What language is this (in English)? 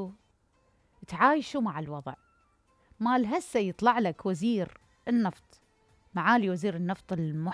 Mesopotamian Arabic